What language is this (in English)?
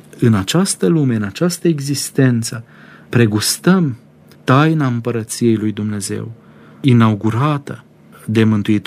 Romanian